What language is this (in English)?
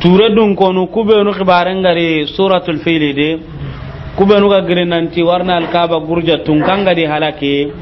Soninke